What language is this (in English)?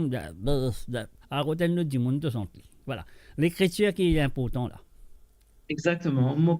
Morisyen